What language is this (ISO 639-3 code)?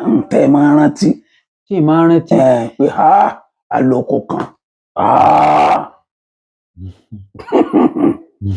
yor